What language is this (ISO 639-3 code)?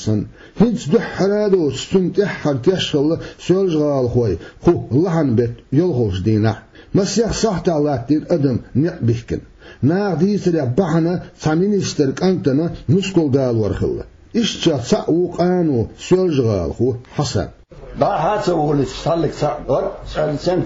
che